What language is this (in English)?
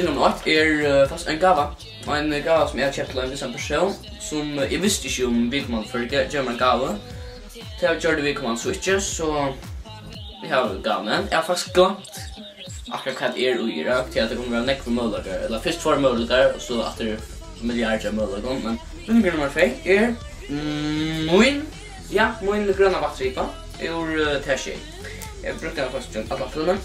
Faroese